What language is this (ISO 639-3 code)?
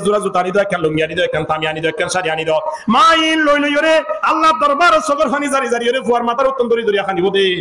rhg